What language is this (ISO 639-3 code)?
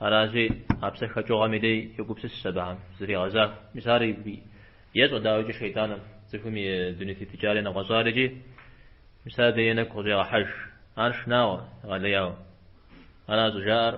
kbd